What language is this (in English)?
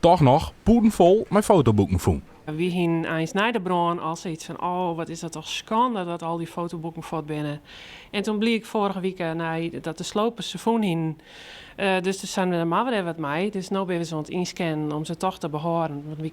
Western Frisian